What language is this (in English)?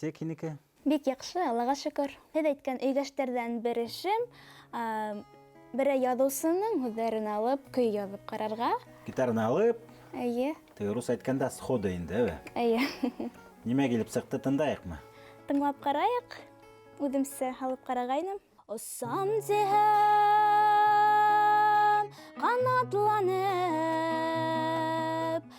Bashkir